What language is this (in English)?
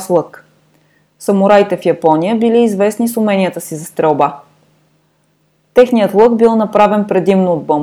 Bulgarian